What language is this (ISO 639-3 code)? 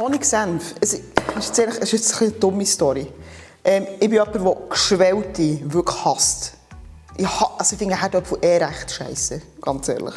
gsw